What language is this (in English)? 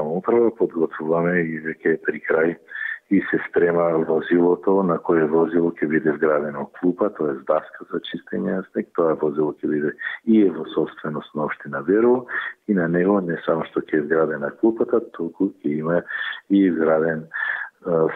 Macedonian